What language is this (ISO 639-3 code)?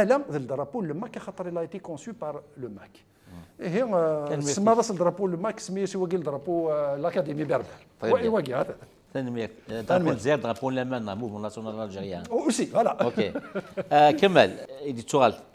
kab